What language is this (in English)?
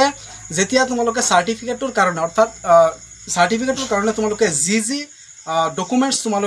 Assamese